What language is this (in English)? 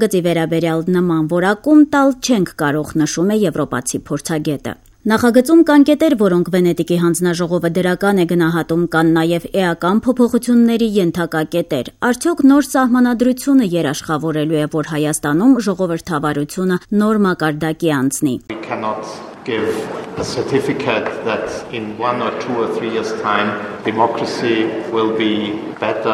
Armenian